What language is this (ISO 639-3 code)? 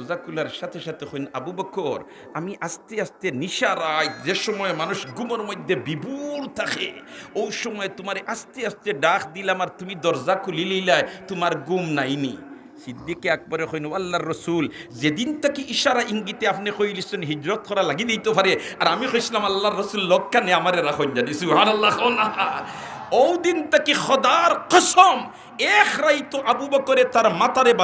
syl